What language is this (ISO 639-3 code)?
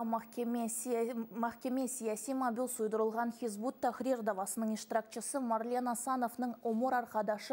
crh